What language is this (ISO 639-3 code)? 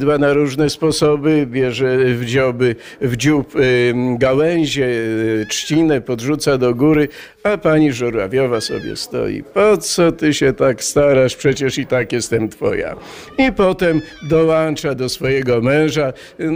pol